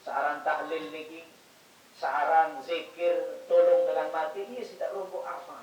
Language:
Sasak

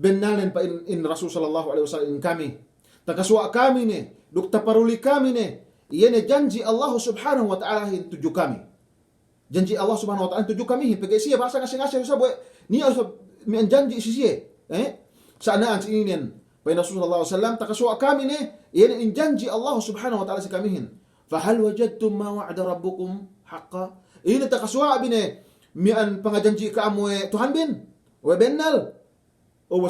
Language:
Yakan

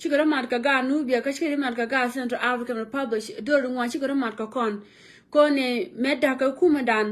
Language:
Nuer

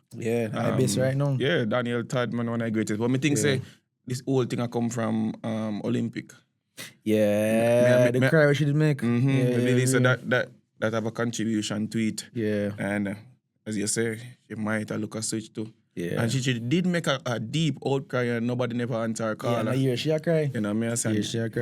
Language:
Jamaican Creole English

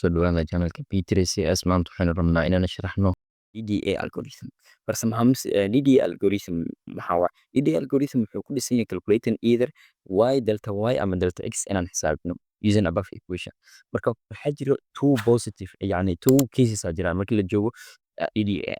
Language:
Somali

